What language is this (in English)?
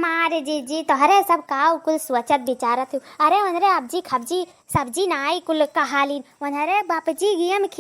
Awadhi